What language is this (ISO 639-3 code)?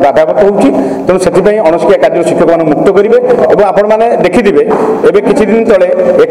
ori